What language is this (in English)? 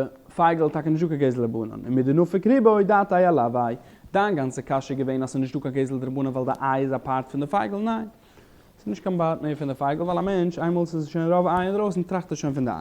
Yiddish